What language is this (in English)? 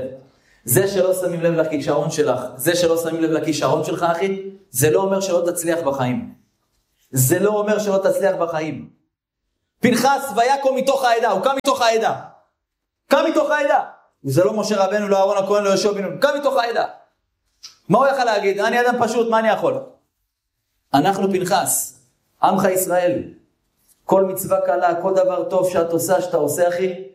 Hebrew